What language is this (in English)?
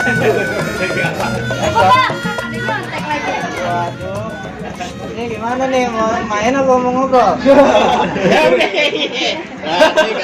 Betawi